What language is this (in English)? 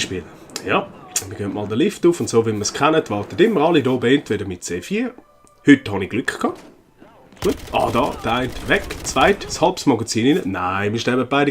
Swiss German